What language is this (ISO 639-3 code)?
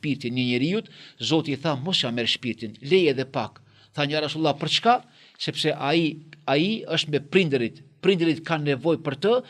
sqi